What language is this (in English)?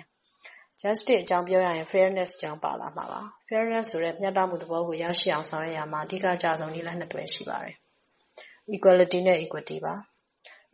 Burmese